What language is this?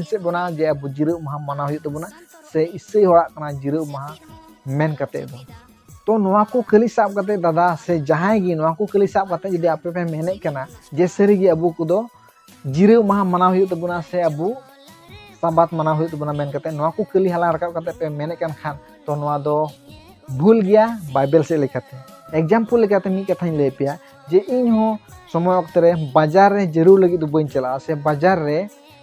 Santali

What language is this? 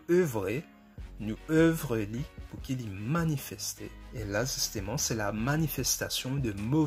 Morisyen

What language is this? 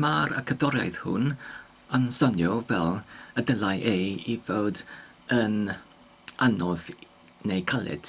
Welsh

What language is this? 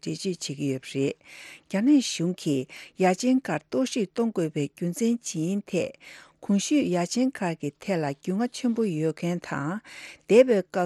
Tibetan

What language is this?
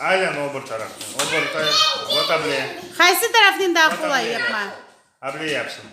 Crimean Tatar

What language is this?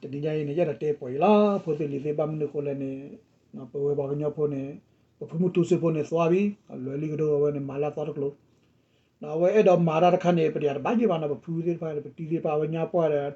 S'gaw Karen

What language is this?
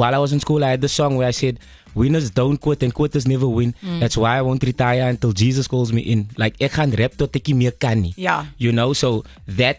Afrikaans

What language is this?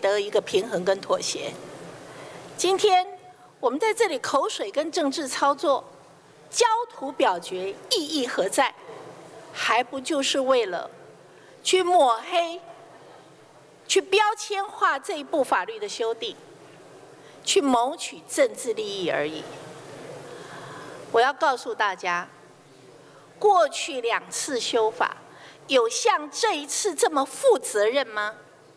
Chinese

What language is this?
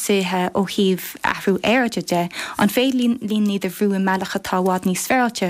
Irish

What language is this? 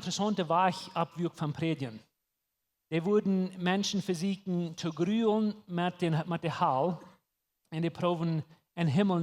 Plautdietsch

